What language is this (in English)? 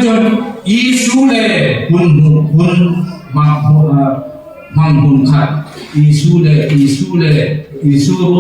Hmar